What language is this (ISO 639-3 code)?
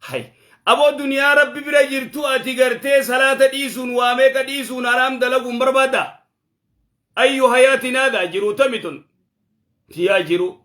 orm